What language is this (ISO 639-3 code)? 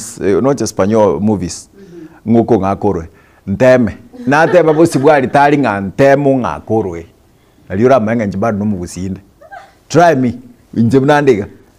guz